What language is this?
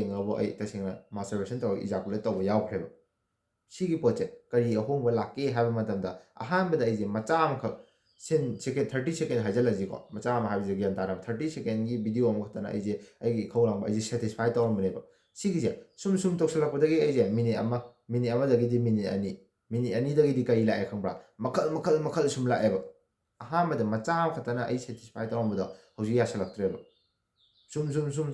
Manipuri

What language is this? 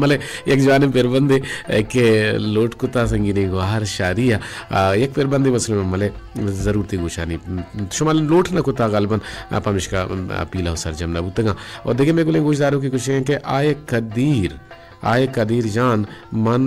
Baluchi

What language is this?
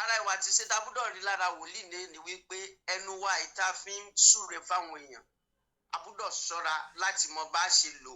Yoruba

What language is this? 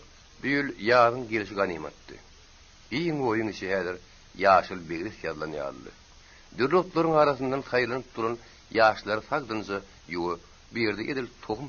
Turkmen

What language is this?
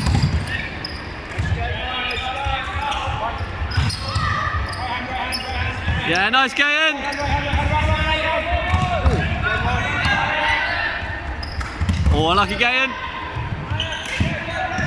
English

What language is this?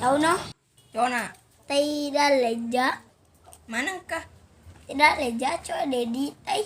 Buginese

